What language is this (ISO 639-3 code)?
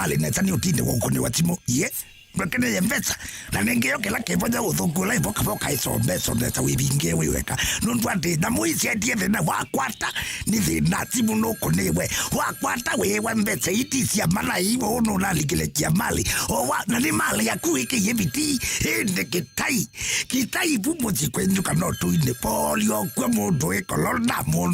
kam